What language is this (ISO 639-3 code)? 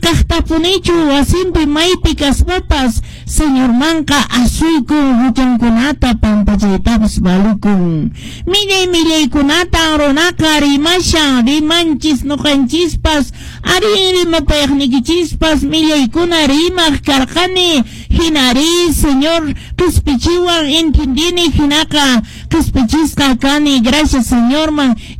que